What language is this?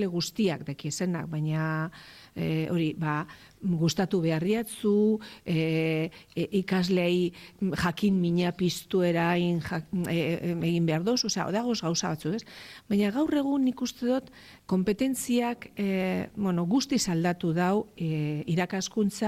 Basque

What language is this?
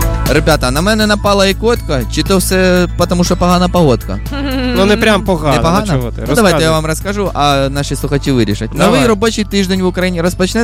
Ukrainian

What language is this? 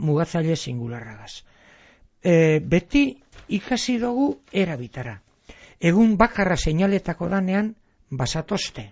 Basque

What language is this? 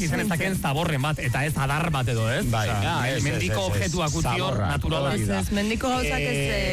Basque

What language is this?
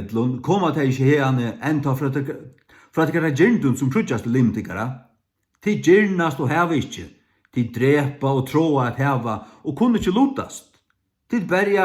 Faroese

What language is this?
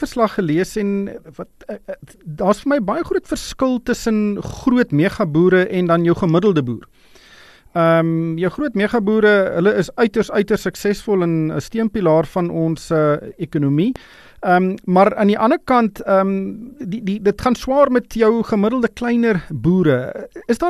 Afrikaans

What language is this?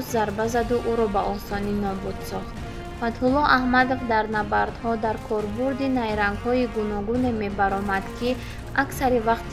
Tajik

